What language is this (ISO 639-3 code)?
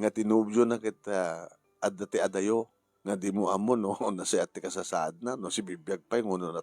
ilo